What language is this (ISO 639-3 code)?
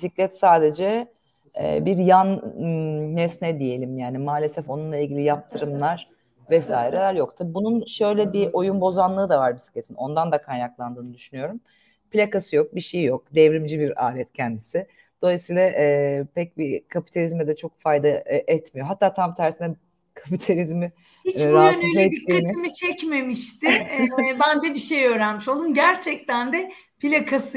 tur